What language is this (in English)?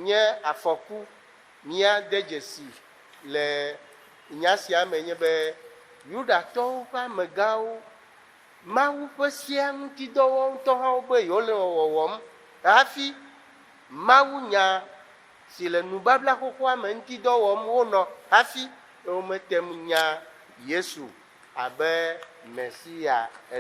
Ewe